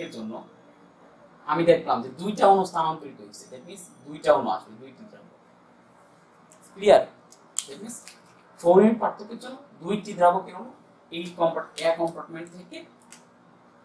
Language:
Bangla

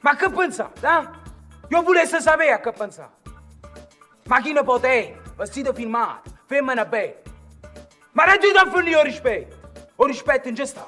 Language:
Neapolitan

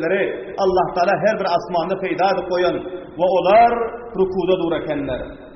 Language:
Turkmen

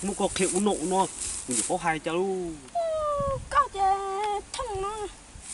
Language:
Hmong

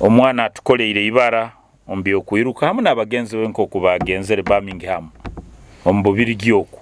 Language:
Nyoro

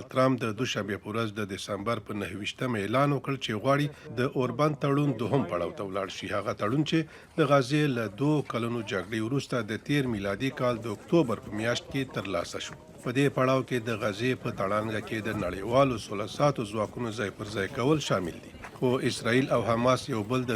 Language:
Pashto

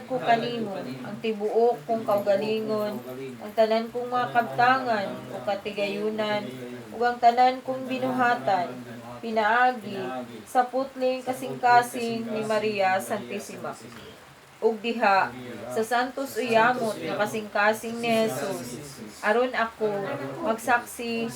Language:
Cebuano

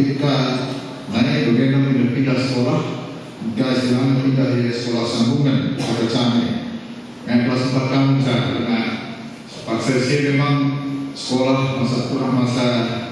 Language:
Batak Karo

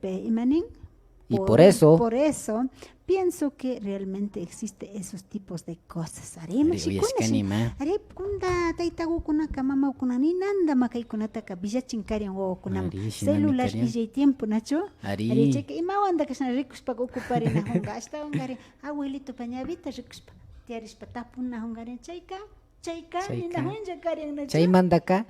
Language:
Imbabura Highland Quichua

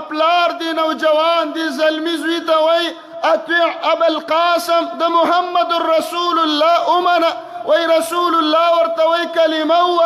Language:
Pashto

